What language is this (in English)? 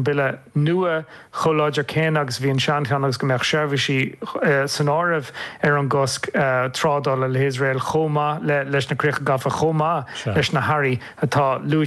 Irish